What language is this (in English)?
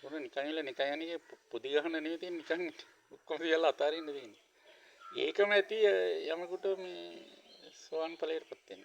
Sinhala